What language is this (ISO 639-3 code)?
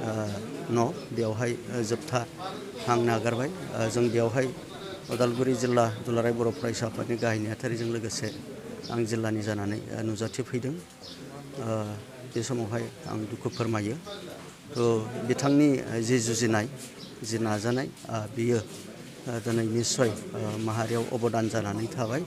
brx